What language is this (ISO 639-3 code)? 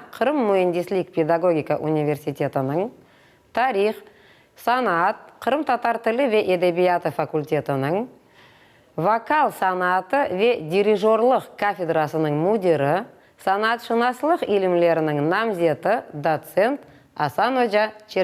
crh